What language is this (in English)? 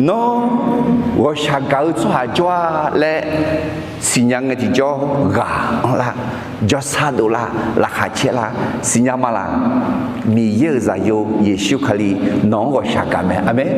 Akha